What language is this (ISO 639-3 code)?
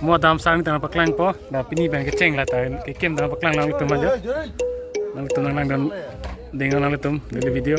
mjw